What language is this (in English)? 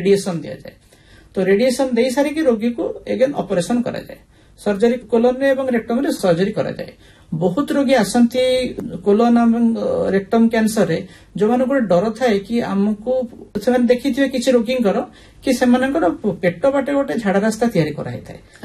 Odia